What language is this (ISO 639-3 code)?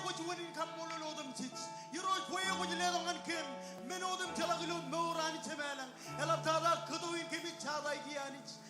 mah